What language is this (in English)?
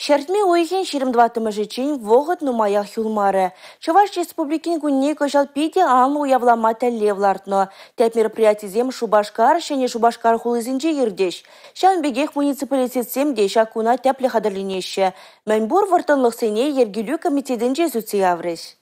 Chuvash